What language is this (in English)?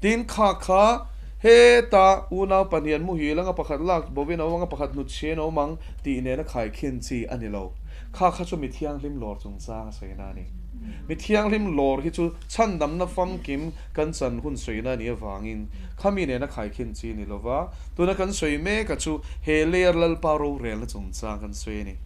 Mizo